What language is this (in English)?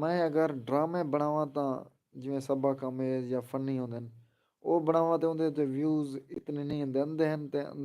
Saraiki